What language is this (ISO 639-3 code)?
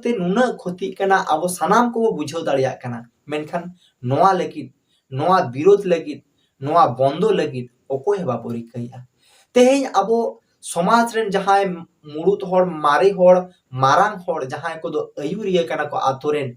sat